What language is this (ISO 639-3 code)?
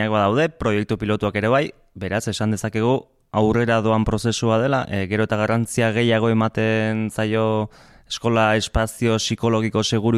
eus